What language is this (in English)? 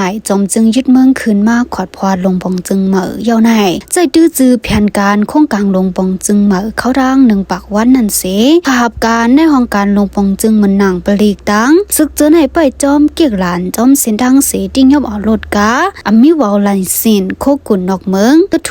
Shan